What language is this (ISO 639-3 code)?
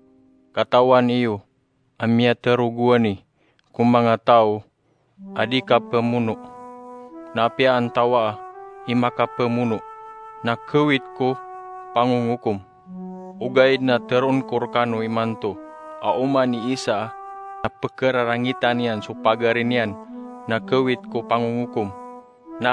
mrw